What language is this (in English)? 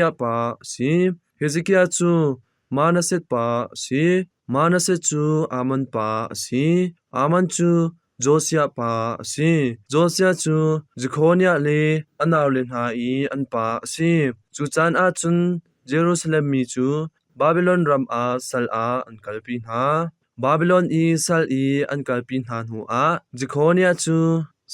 Hakha Chin